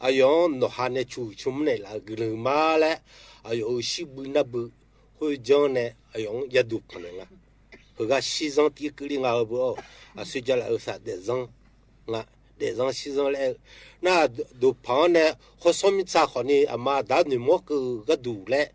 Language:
Akha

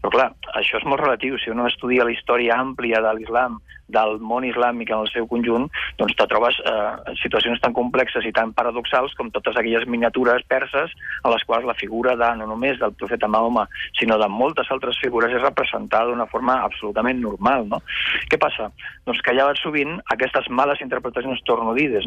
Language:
Catalan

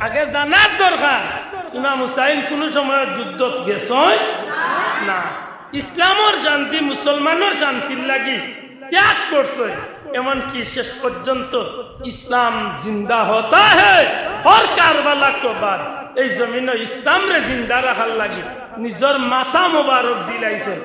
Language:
Sylheti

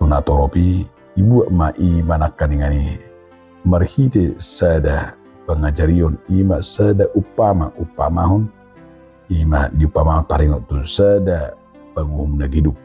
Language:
Batak Toba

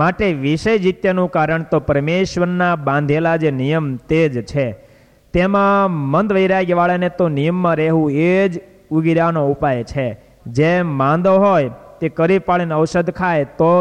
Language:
Gujarati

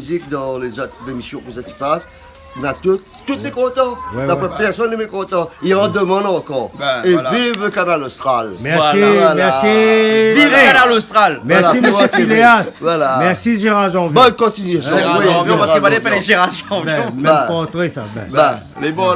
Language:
Réunion Creole French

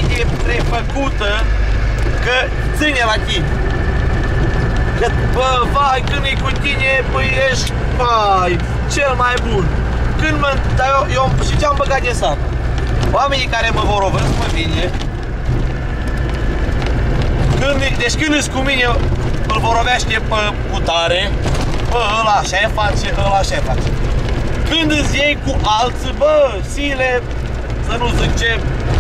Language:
Romanian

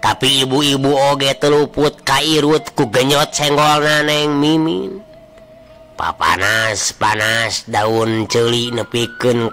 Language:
Sundanese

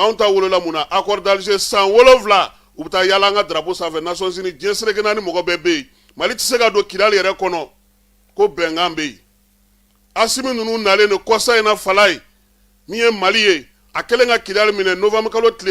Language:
Bambara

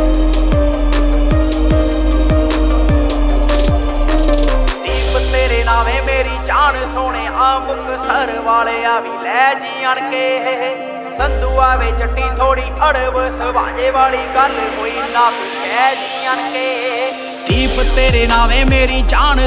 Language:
Punjabi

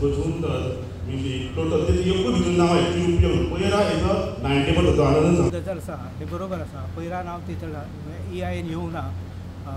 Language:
Konkani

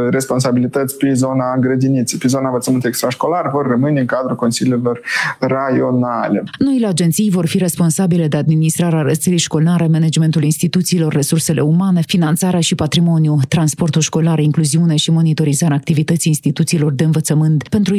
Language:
Romanian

